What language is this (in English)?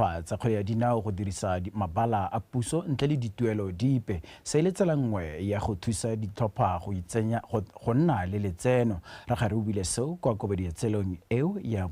Tswana